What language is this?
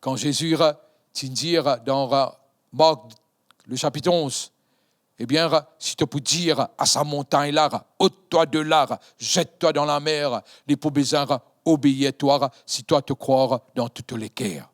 Morisyen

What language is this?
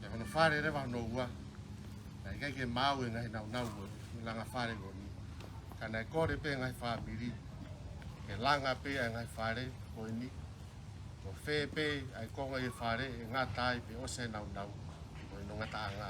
Tongan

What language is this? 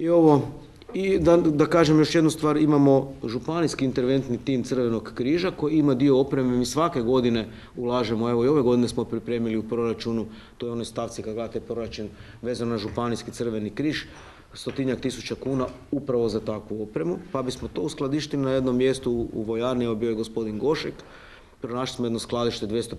Croatian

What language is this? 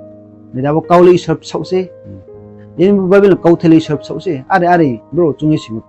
Riang (India)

